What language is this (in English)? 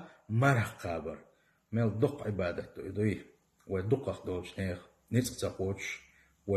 Chechen